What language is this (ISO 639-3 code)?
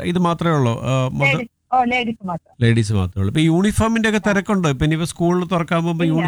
mal